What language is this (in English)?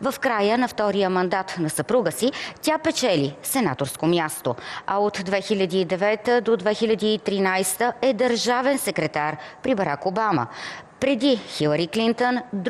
Bulgarian